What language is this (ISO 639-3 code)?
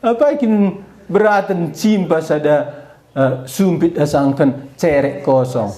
btx